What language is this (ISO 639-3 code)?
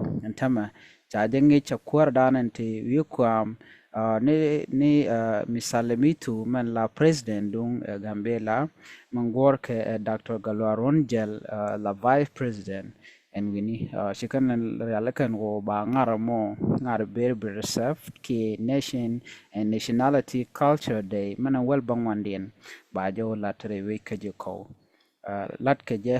nus